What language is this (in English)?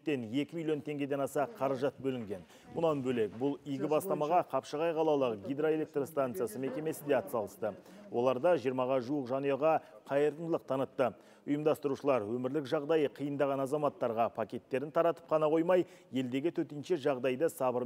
Kazakh